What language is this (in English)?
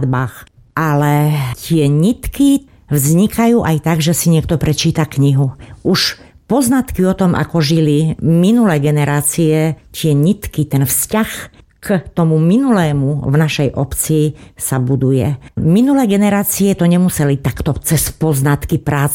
Slovak